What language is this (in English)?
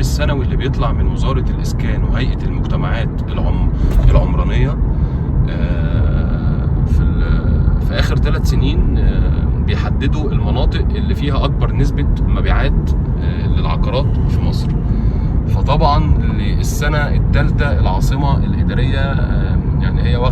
Egyptian Arabic